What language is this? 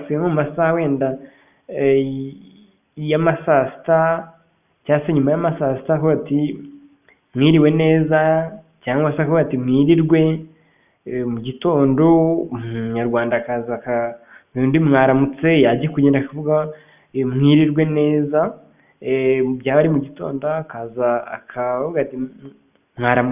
Kinyarwanda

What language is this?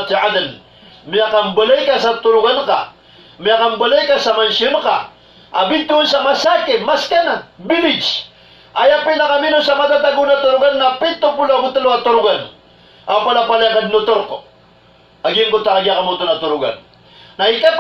Maranao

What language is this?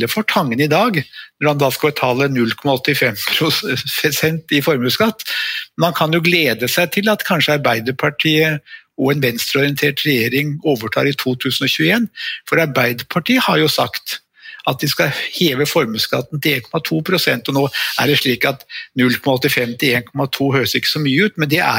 Norwegian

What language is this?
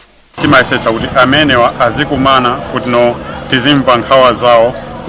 Nyanja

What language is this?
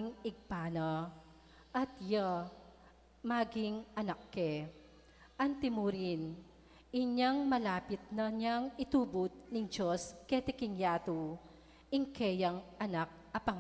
Pampanga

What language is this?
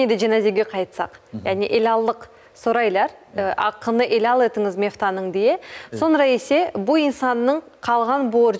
Crimean Tatar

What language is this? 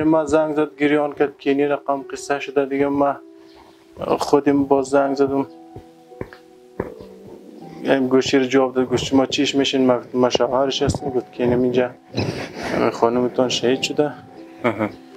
Persian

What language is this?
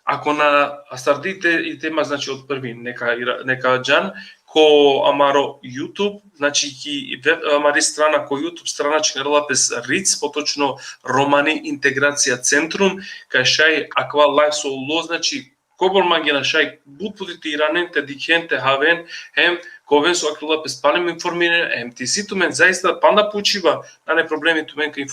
Balkan Romani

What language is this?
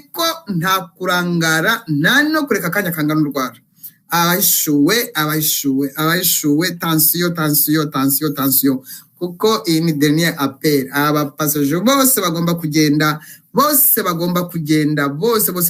Kinyarwanda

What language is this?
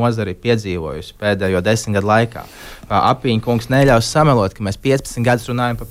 Latvian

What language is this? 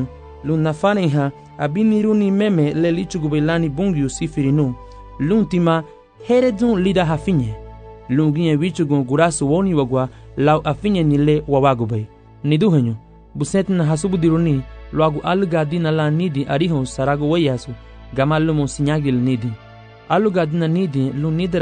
Garifuna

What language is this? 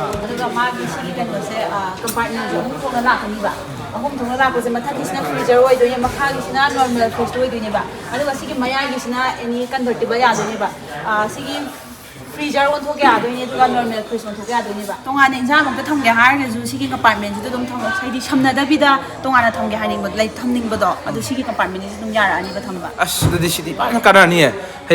Manipuri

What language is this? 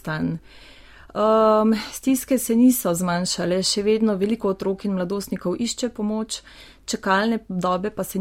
Slovenian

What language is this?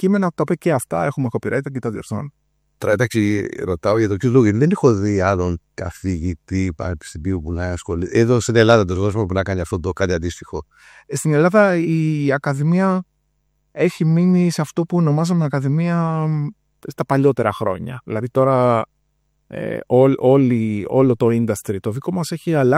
Greek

